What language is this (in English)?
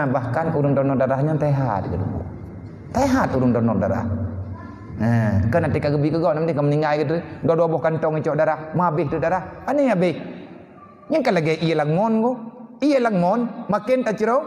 Achinese